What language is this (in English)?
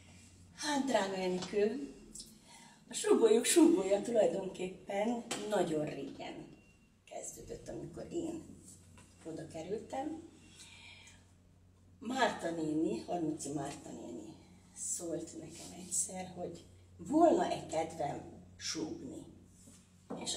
Hungarian